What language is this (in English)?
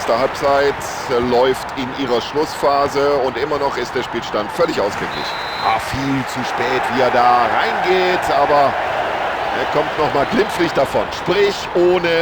Bavarian